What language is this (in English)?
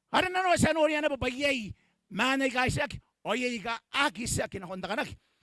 Gilbertese